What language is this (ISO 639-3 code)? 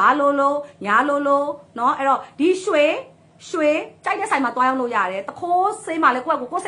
mya